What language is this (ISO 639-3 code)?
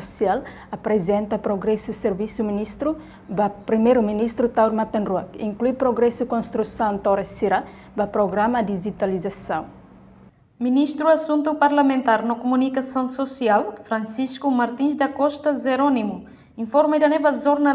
tet